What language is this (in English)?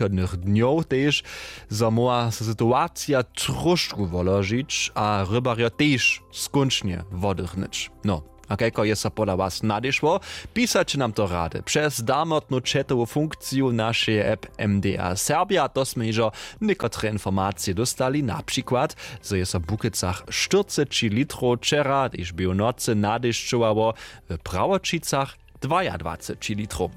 Upper Sorbian